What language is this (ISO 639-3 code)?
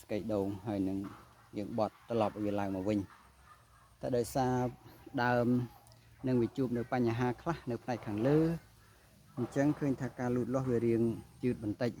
khm